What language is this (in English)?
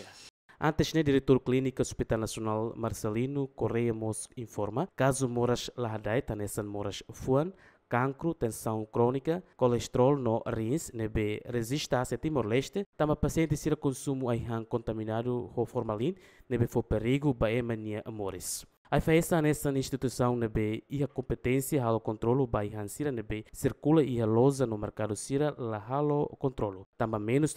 Tetum